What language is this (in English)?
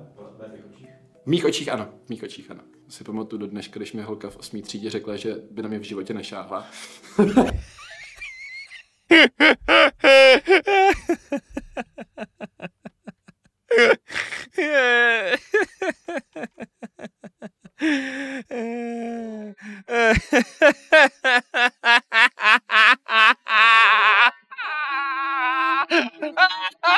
Czech